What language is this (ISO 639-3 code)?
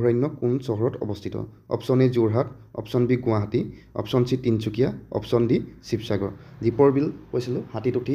asm